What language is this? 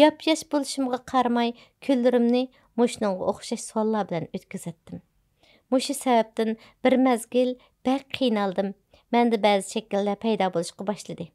Uyghur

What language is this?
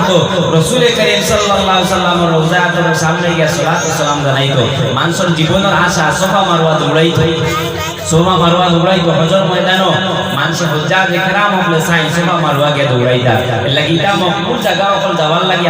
Sylheti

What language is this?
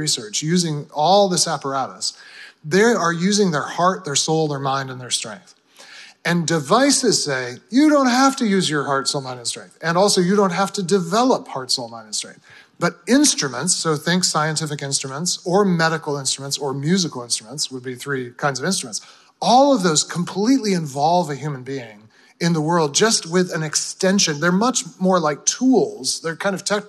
English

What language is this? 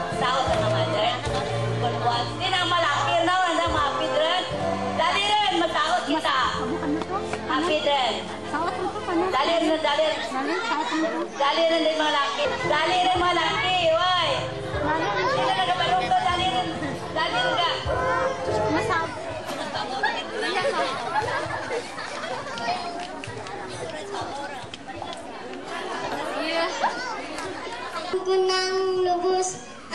Filipino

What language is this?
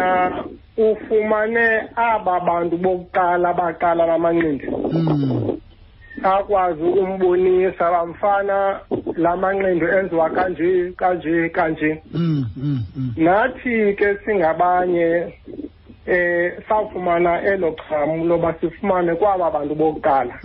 Xhosa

